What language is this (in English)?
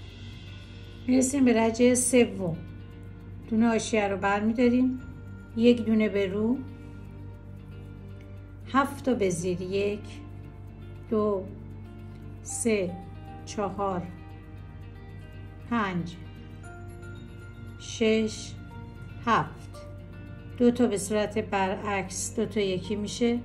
Persian